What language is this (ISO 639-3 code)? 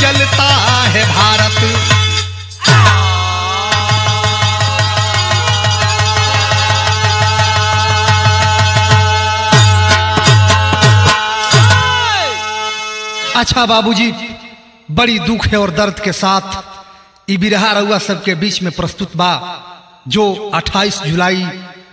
bho